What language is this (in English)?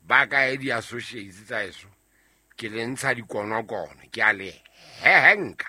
Southern Sotho